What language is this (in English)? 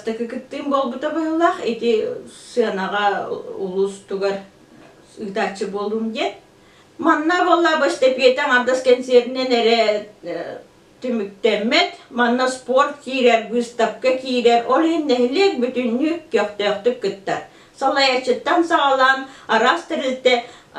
Yakut